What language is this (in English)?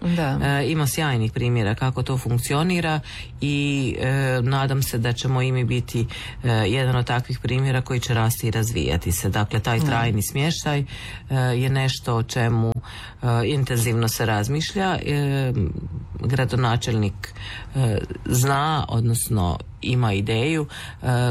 Croatian